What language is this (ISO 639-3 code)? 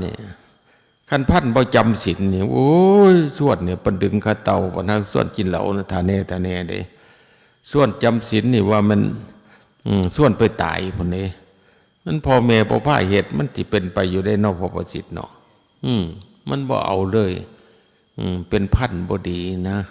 tts